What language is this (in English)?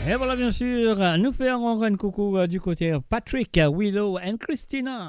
Morisyen